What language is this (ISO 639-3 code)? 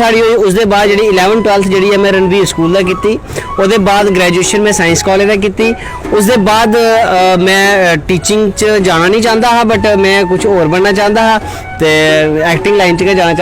doi